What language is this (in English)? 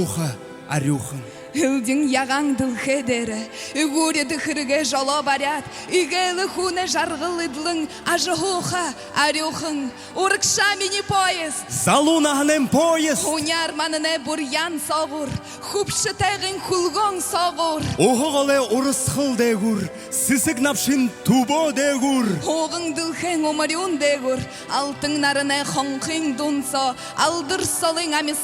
Buriat